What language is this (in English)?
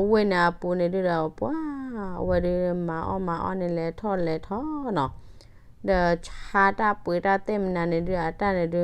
S'gaw Karen